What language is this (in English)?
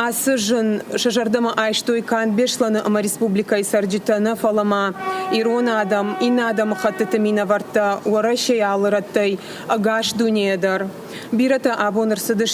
Ossetic